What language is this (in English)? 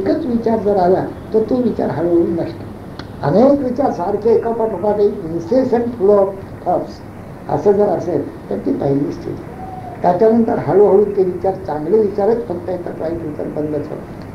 Marathi